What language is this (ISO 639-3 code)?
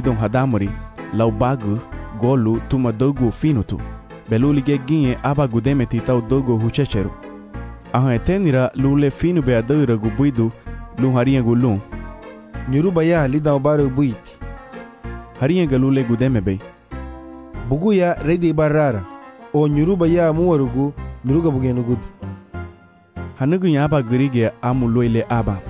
cab